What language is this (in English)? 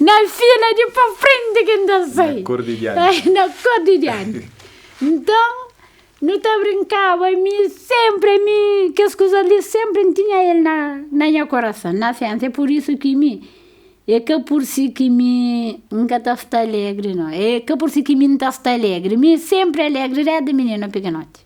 Kabuverdianu